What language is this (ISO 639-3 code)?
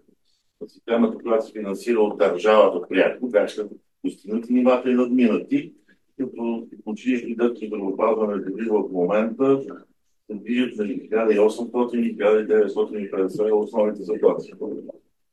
bul